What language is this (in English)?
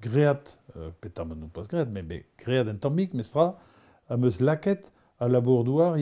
Breton